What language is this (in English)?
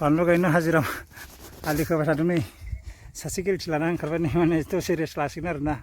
Bodo